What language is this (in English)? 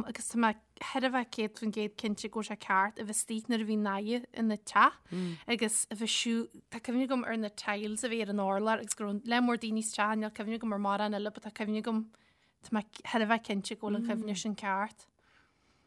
Irish